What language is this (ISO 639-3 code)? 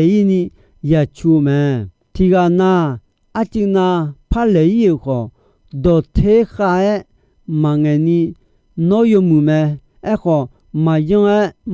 ahk